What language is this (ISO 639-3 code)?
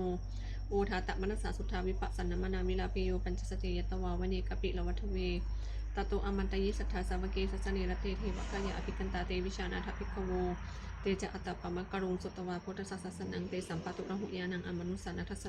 pli